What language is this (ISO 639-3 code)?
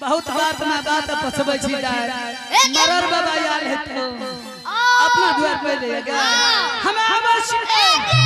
anp